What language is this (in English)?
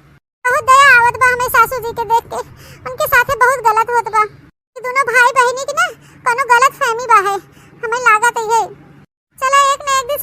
Awadhi